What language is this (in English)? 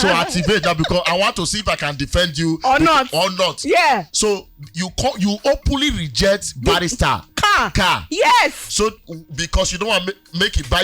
Nigerian Pidgin